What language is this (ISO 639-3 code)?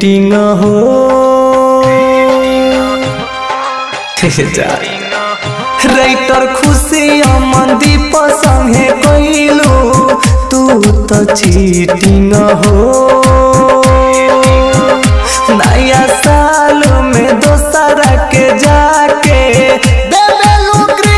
bho